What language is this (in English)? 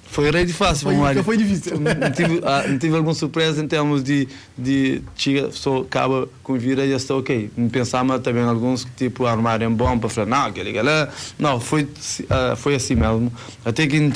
Kabuverdianu